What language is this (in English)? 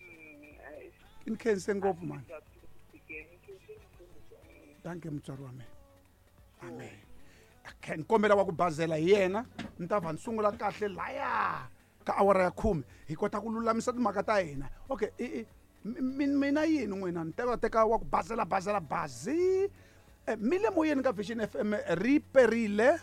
Tsonga